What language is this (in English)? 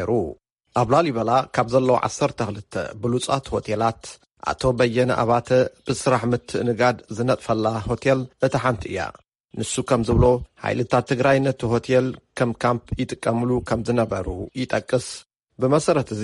Tigrinya